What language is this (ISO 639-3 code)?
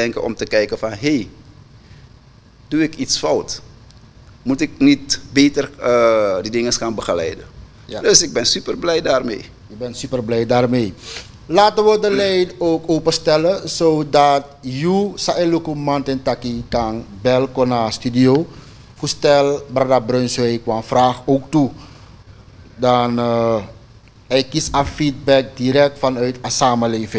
nld